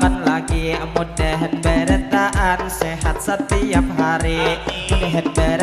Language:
Banjar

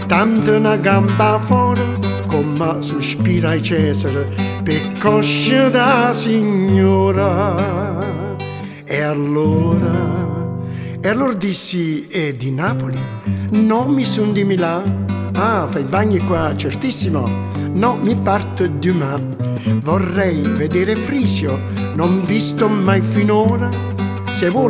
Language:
Neapolitan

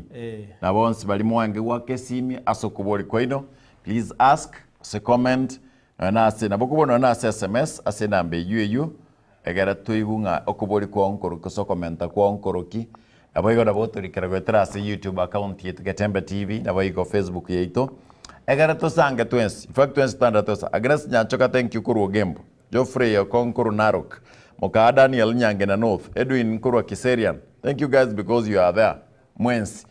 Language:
Gusii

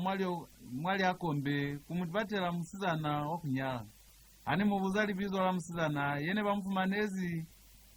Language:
Lozi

